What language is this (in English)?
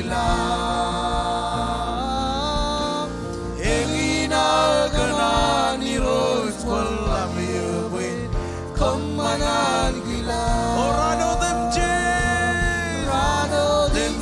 Marshallese